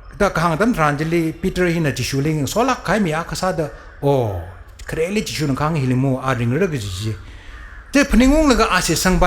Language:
Tangkhul Naga (India)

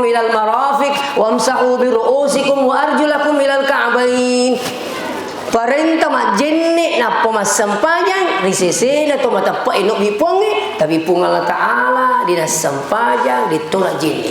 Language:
Buginese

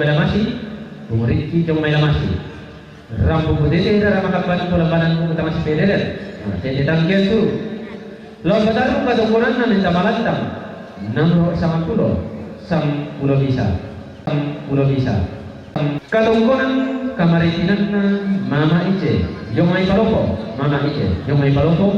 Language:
Toraja-Sa'dan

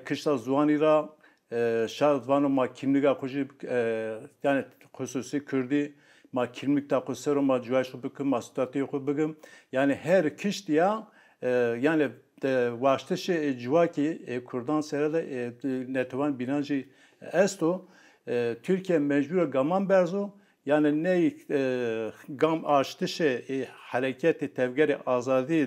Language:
Zaza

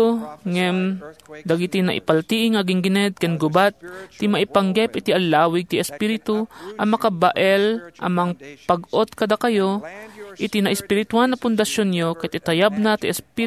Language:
Iloko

